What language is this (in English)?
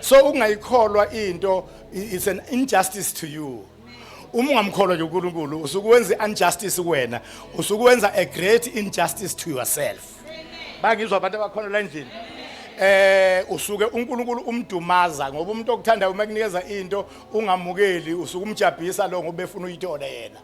Zulu